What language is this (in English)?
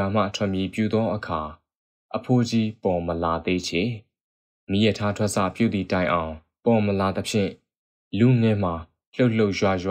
Burmese